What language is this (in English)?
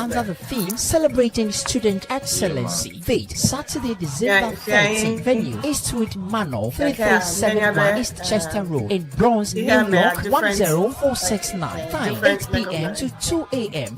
Ewe